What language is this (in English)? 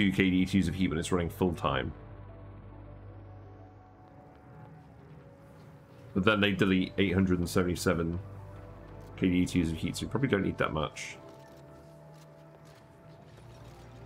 English